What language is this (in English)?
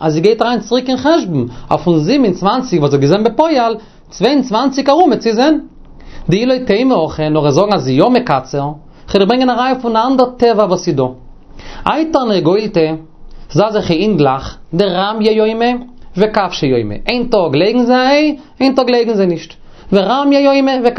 Yiddish